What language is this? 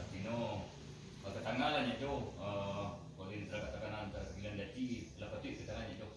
Minangkabau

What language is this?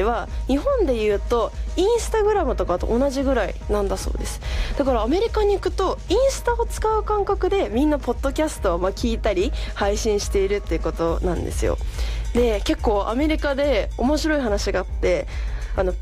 Japanese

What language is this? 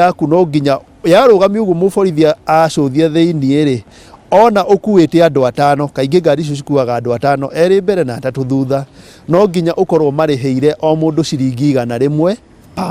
Kikuyu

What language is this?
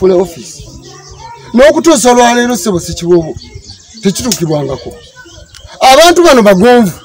Ganda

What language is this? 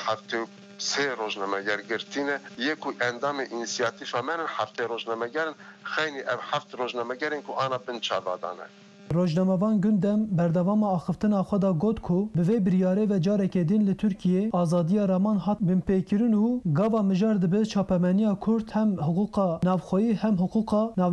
Kurdish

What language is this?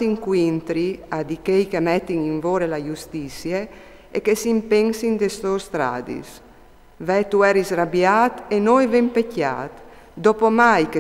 Friulian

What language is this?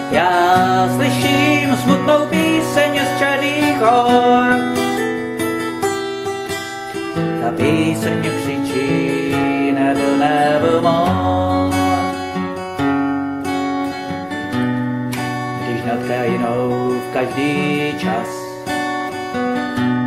Czech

